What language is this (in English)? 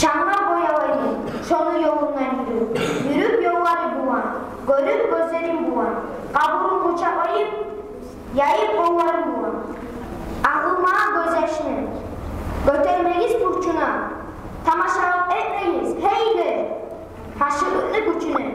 Kumyk